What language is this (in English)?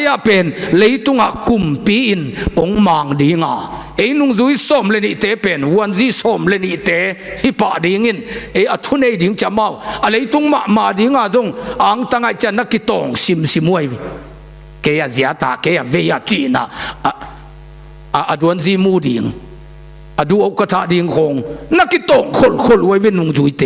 Tedim Chin